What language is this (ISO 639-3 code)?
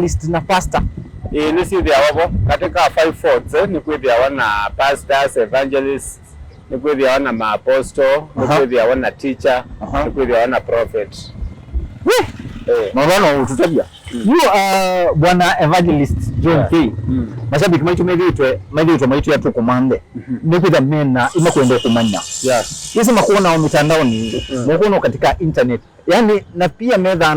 kam